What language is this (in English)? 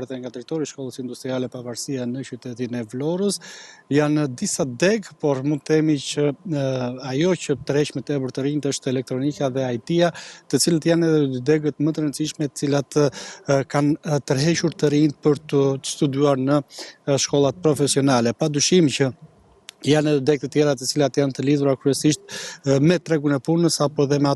Albanian